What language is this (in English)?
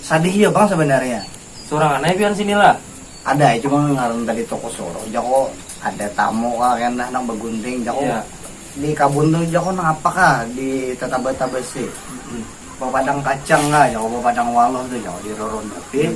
Banjar